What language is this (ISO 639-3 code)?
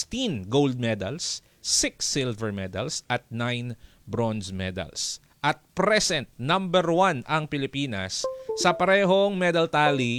fil